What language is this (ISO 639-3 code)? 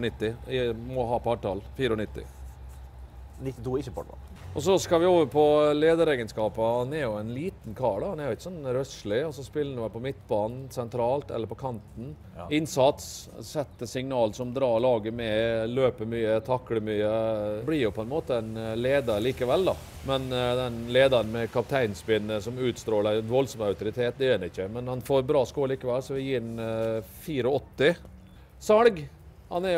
nor